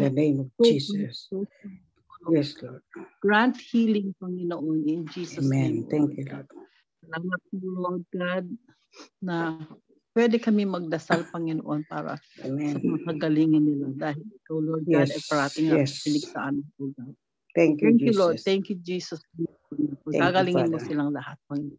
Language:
Filipino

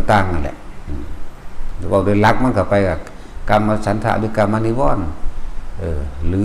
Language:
Northeastern Thai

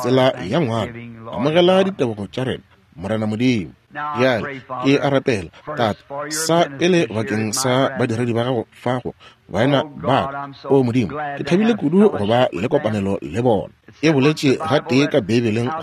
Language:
Northern Sotho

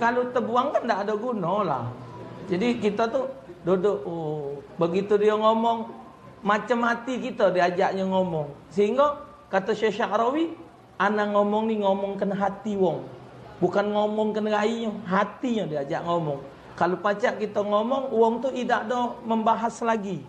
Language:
Musi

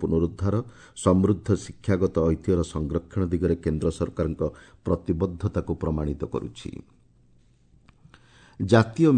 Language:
Odia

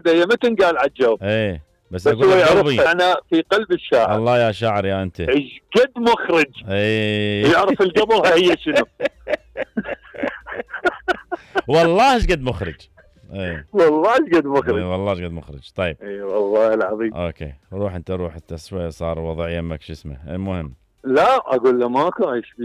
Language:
Mesopotamian Arabic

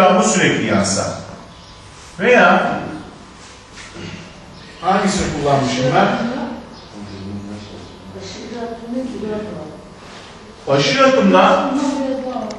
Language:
Turkish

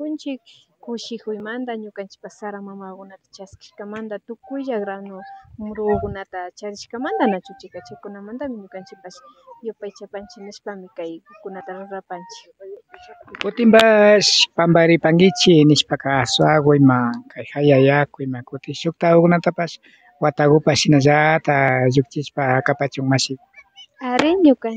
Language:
Imbabura Highland Quichua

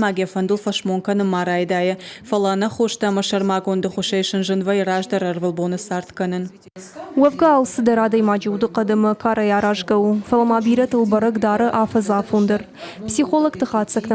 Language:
Ossetic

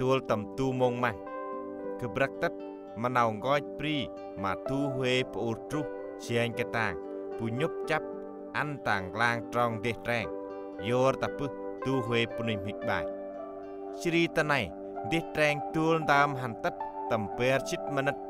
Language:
Central Mnong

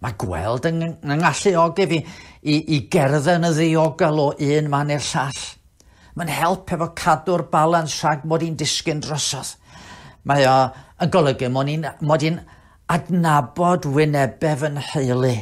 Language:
Welsh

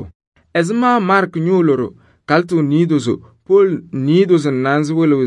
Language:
Kabiyè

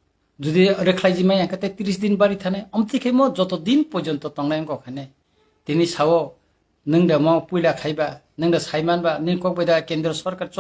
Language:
Kok Borok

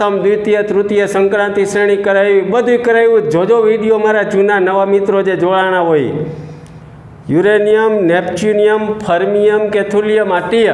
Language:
Gujarati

